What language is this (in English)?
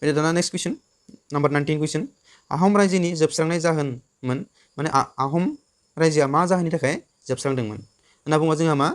Bodo